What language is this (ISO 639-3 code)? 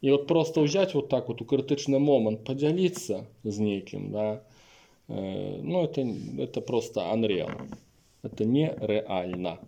bel